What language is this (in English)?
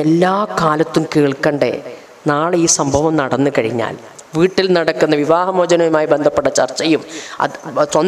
Malayalam